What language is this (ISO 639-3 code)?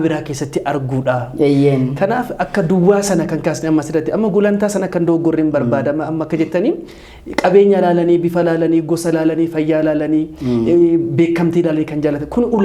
orm